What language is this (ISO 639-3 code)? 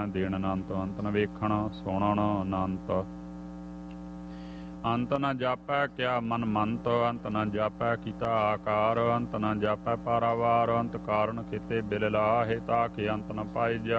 pan